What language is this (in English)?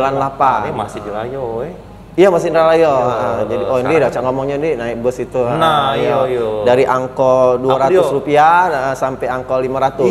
Musi